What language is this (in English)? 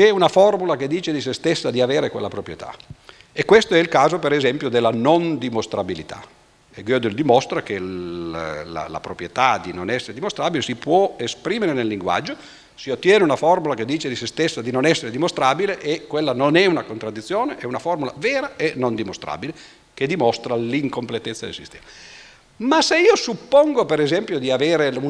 Italian